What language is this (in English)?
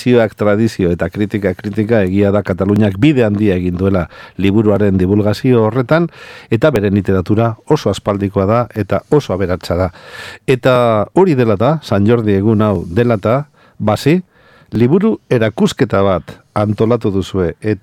Basque